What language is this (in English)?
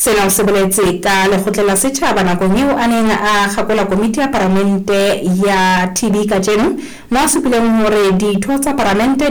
Southern Sotho